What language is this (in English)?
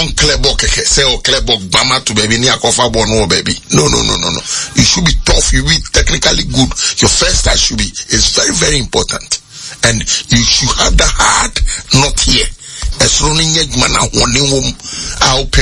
Akan